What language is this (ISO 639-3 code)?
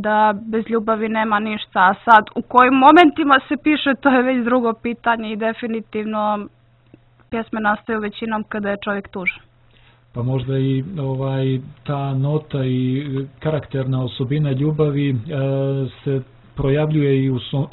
bos